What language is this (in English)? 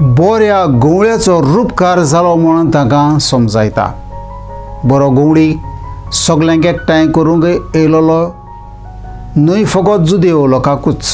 Konkani